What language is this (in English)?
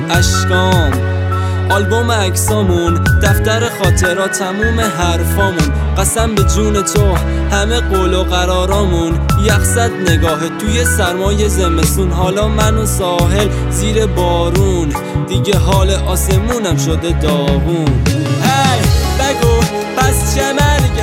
Persian